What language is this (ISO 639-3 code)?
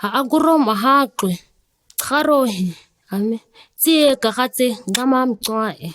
gnk